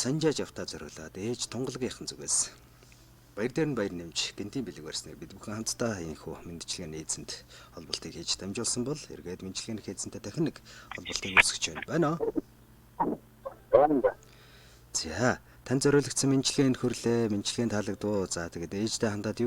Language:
Mongolian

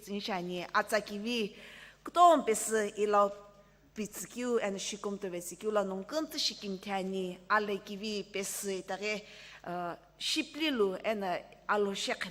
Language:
Sumi Naga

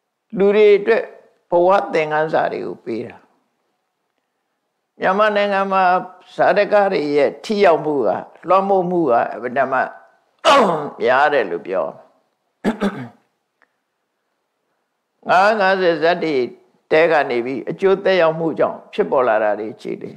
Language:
Burmese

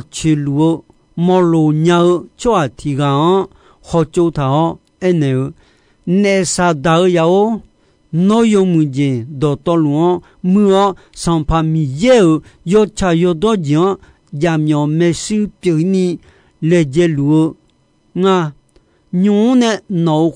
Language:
Akha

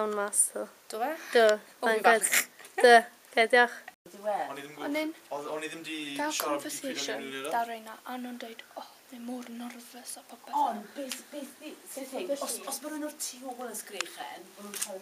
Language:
Welsh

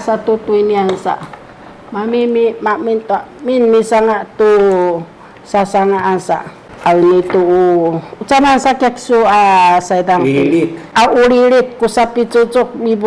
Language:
Sakizaya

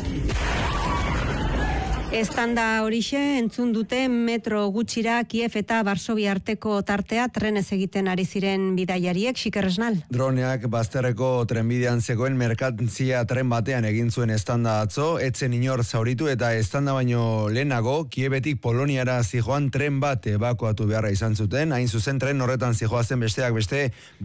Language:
Basque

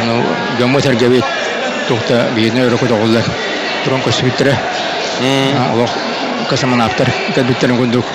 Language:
Yakut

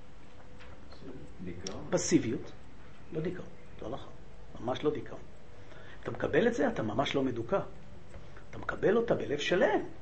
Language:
Hebrew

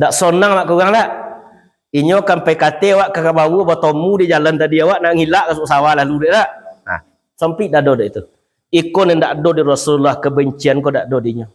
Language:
Minangkabau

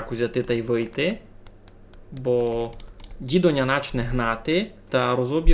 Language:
Rusyn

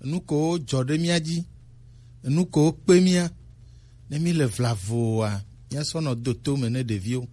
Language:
Gen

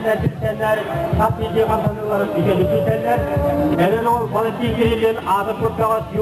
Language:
Yakut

